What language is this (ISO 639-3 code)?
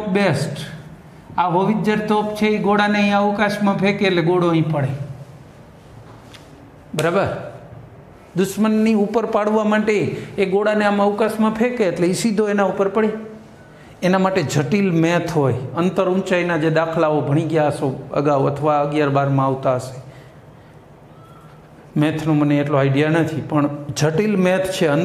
guj